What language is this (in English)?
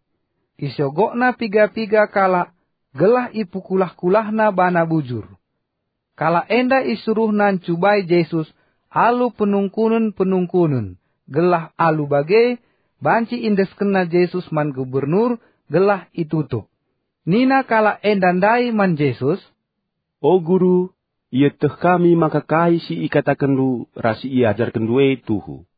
Batak Karo